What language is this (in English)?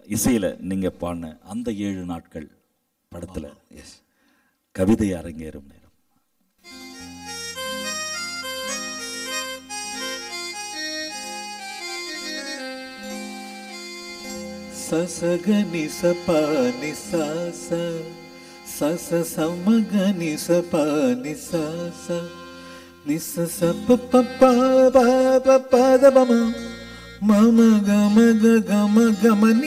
Tamil